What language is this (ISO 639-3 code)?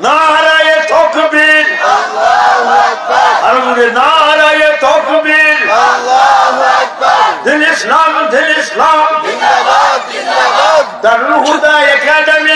syl